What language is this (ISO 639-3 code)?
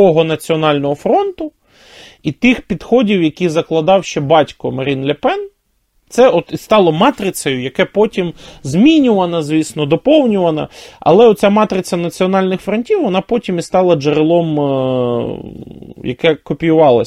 ukr